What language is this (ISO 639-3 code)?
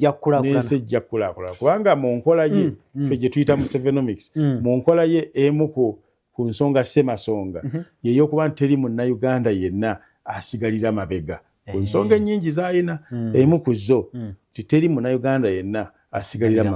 lug